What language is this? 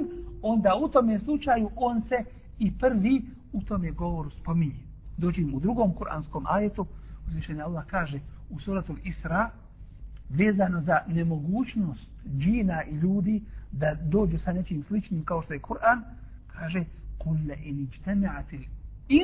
Bosnian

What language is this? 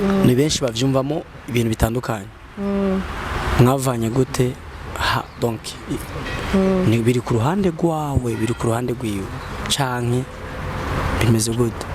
Rundi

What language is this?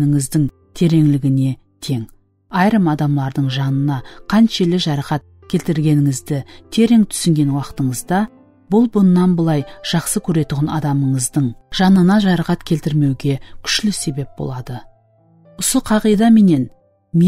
Kara-Kalpak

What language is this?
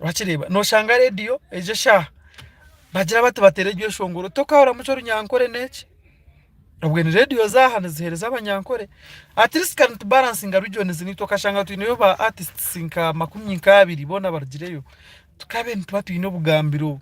Nyankole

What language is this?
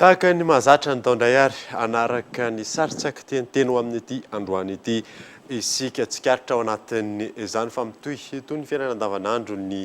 Malagasy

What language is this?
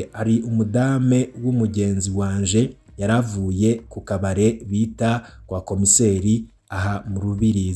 Rundi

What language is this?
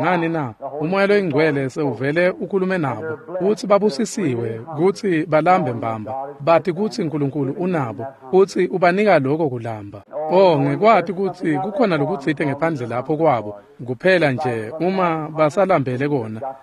Swati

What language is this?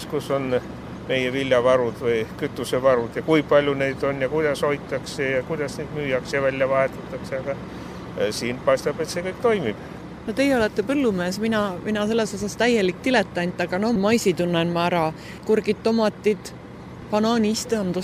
Estonian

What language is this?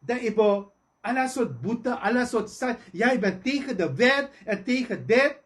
Sranan Tongo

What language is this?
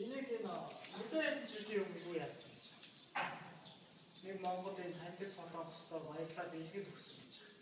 Mongolian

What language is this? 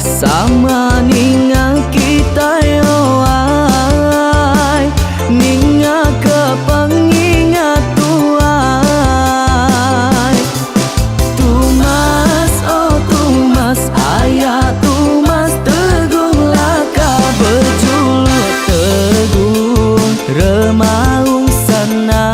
Iban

